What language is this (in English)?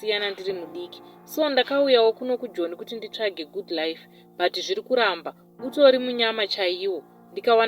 Shona